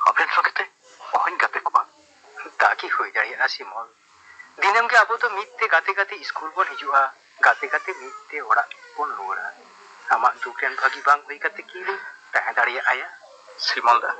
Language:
Santali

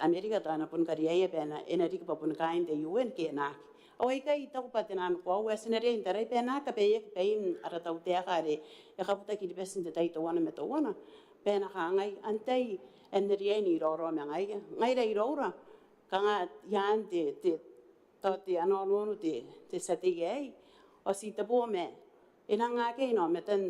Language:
Gilbertese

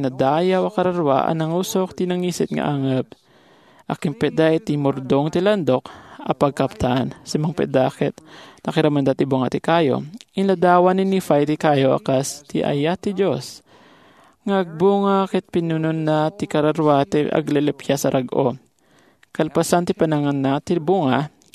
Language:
Iloko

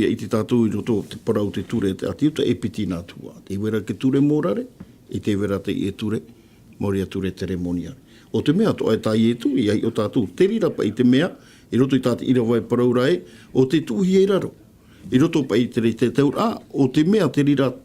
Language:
Tahitian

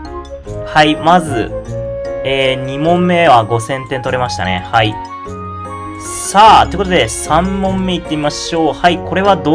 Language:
Japanese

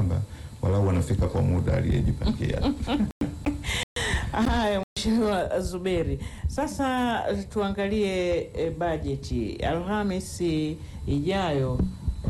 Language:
Swahili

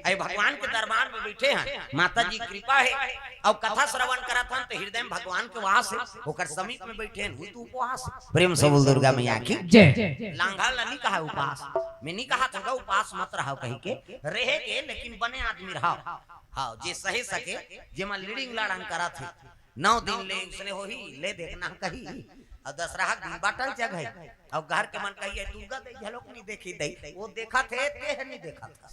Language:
Chhattisgarhi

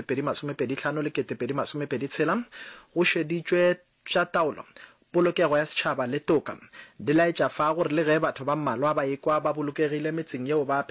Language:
Northern Sotho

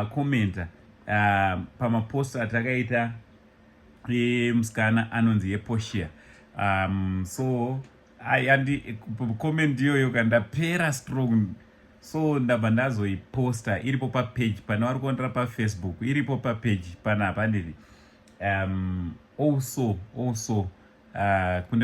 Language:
Shona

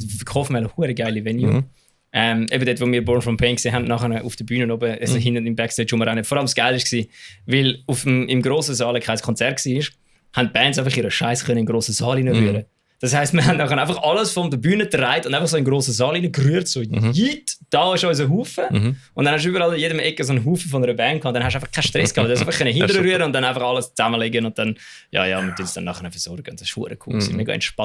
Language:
Swiss German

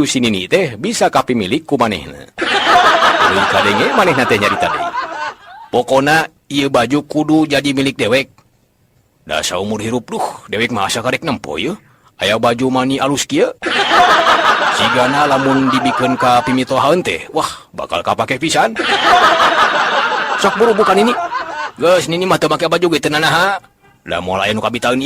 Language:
Sundanese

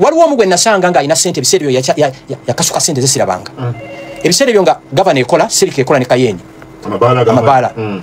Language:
Ganda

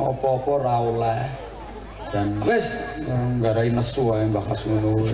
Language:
Javanese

